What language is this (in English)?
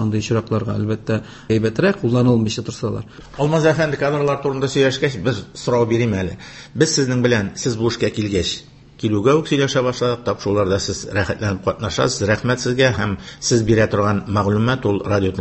Tatar